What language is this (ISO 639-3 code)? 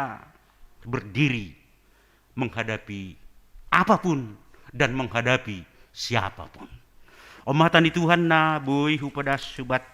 bts